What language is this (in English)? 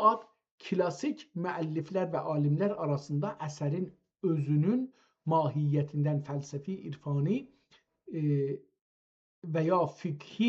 South Azerbaijani